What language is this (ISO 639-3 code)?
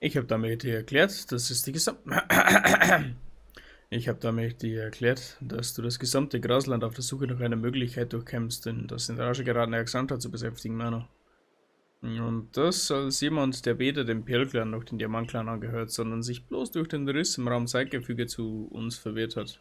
bar